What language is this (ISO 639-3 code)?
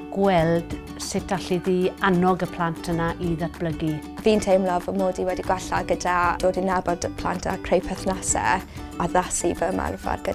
cym